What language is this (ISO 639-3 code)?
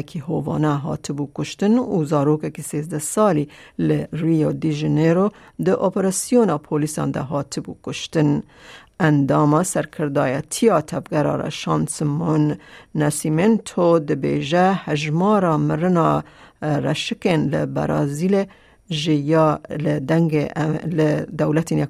kur